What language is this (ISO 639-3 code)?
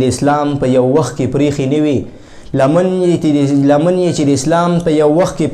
pus